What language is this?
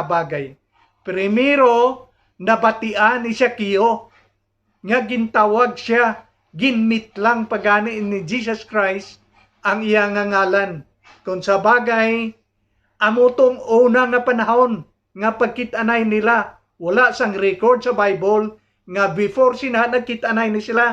Hiligaynon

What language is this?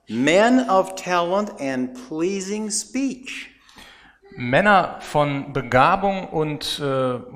German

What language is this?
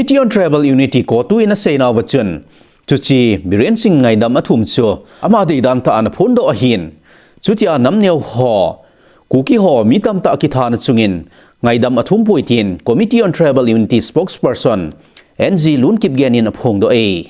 Thado Chin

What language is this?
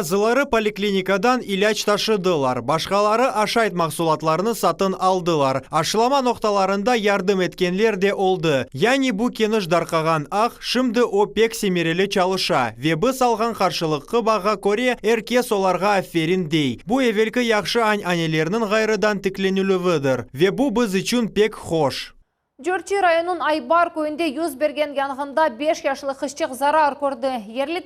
Crimean Tatar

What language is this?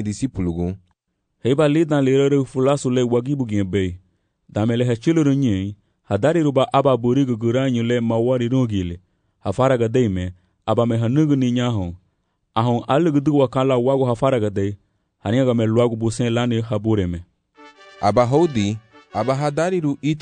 Garifuna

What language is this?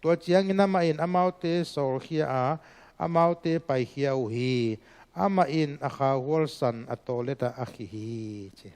Tedim Chin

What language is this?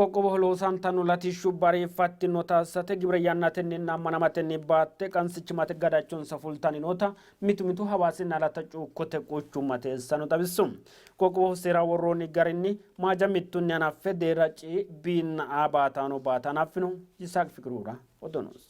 Sidamo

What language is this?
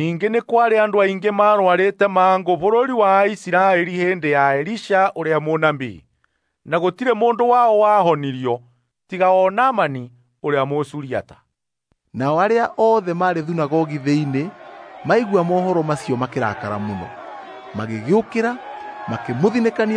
Kikuyu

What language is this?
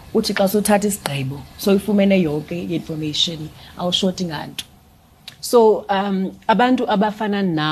Xhosa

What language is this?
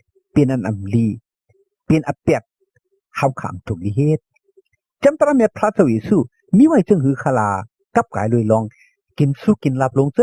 Shan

